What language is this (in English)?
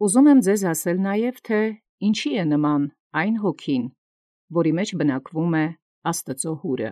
Armenian